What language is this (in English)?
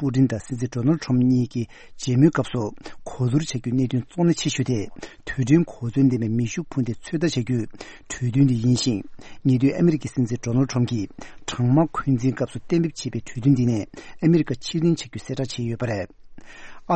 Tibetan